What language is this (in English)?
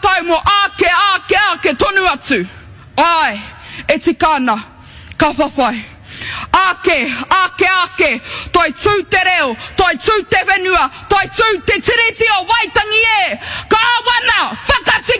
Māori